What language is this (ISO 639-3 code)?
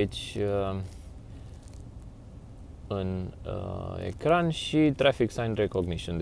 ron